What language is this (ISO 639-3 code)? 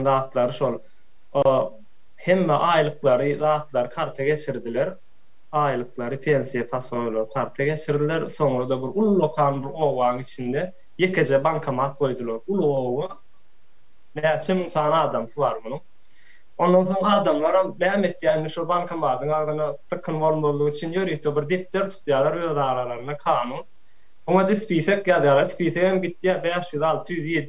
tuk